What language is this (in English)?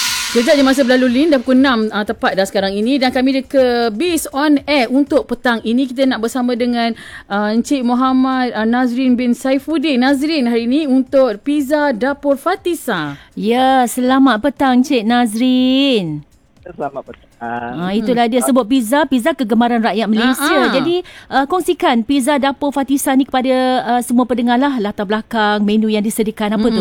Malay